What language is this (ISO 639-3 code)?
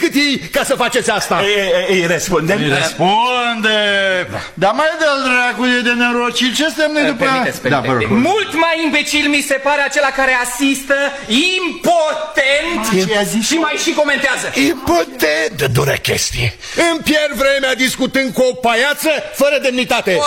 ron